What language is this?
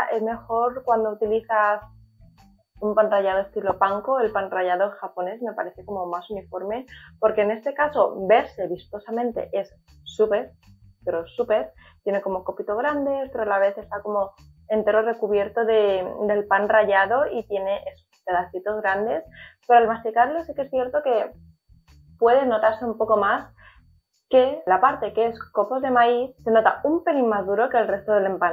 Spanish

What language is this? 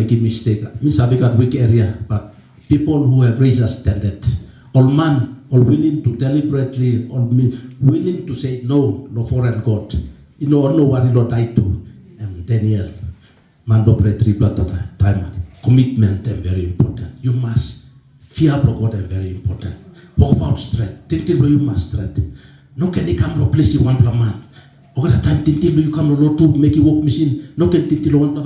Tok Pisin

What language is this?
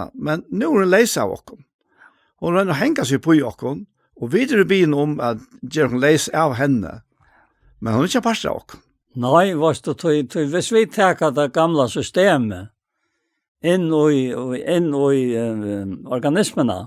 Faroese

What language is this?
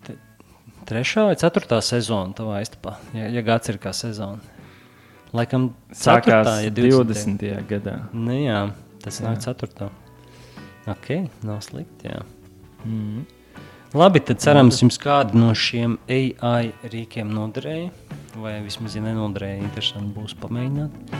Latvian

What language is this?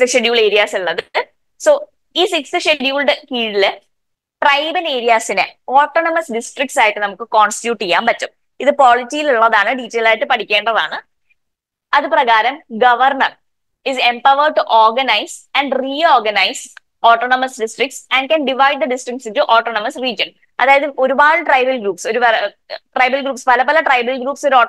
Malayalam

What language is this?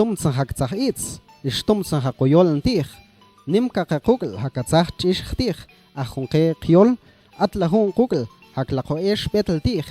Mam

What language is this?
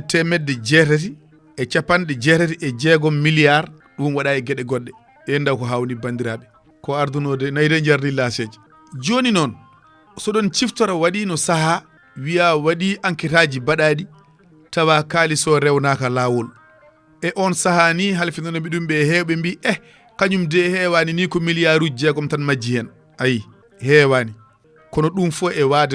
Fula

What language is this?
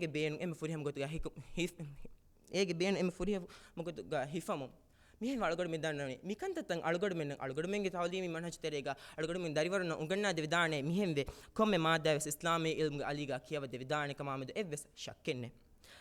Divehi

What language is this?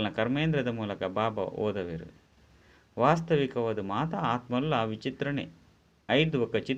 Tulu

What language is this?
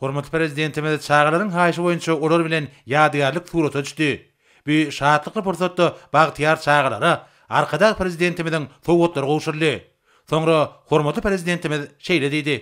Turkmen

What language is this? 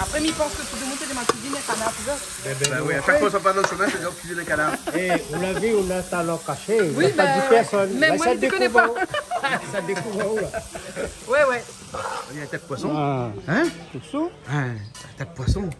Réunion Creole French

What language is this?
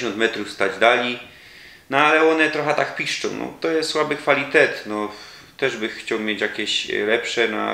Silesian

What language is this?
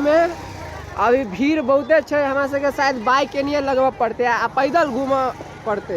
Maithili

